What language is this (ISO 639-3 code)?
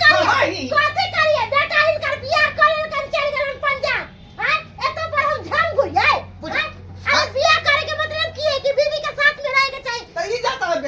mai